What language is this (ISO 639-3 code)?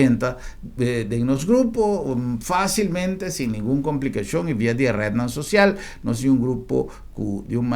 pap